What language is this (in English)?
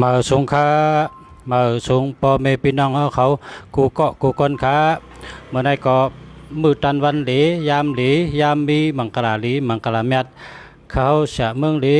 Shan